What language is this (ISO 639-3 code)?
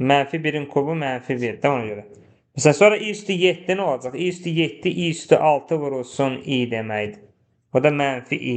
aze